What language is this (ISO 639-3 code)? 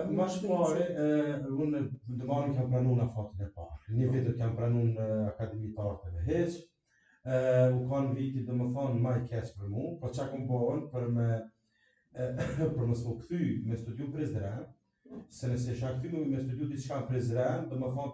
sqi